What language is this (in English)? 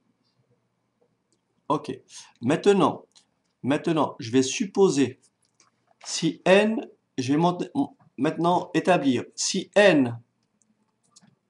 French